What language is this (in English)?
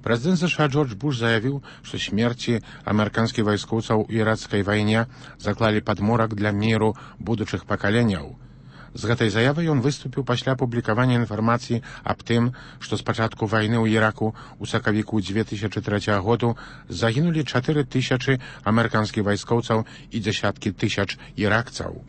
Belarusian